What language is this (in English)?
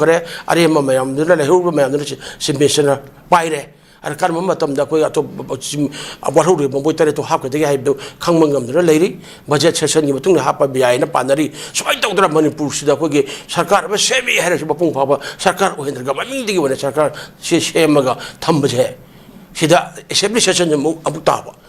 Manipuri